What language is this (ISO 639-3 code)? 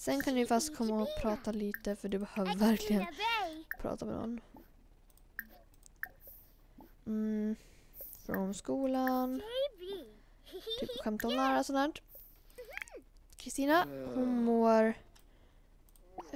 swe